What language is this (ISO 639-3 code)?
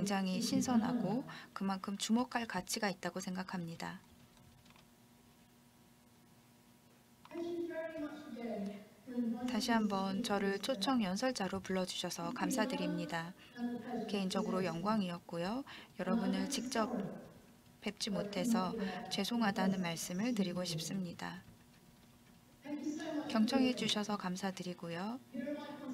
kor